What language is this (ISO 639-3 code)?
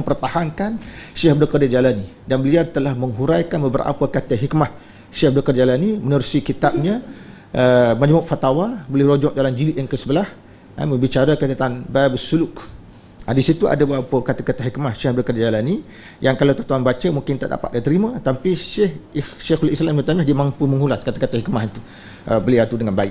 msa